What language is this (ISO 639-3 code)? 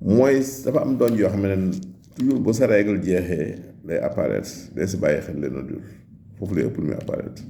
wol